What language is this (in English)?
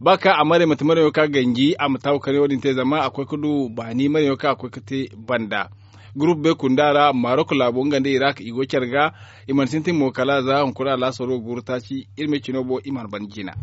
Zarma